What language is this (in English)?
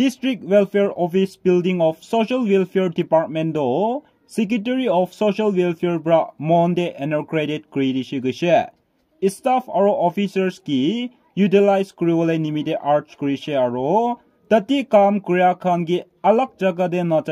Naga Pidgin